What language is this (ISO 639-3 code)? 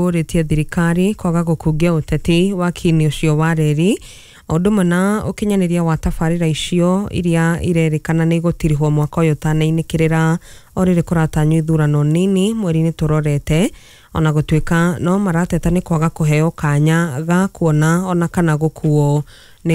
kik